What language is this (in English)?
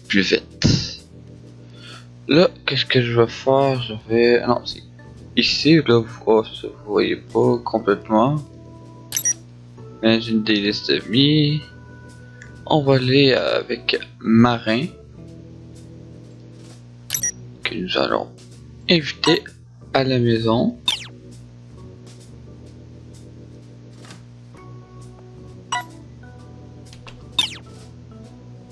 French